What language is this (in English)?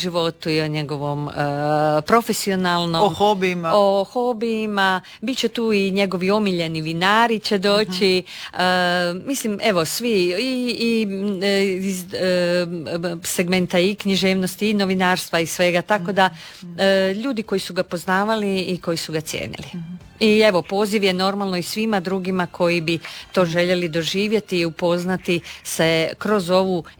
Croatian